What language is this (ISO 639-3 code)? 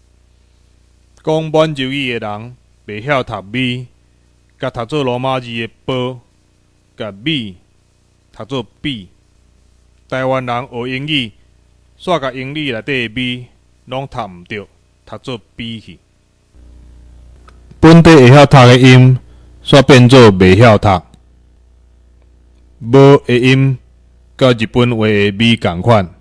nan